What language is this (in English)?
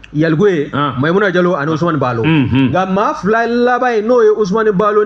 Bambara